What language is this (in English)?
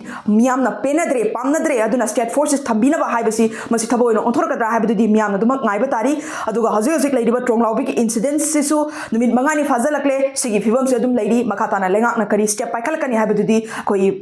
Manipuri